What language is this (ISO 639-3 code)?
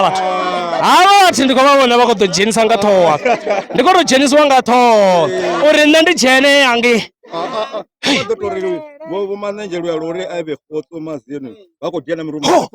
ven